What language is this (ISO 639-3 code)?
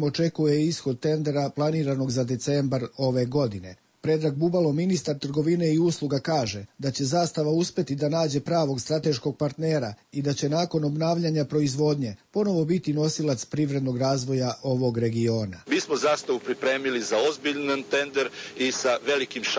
srp